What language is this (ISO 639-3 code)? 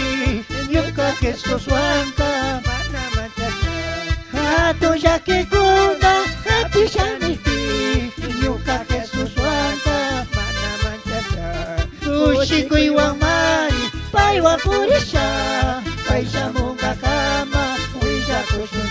qug